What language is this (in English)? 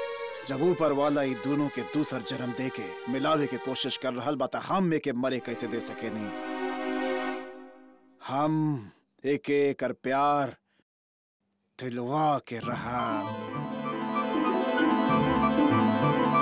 Bhojpuri